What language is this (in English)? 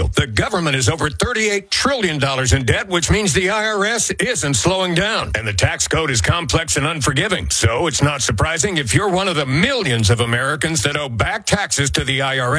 English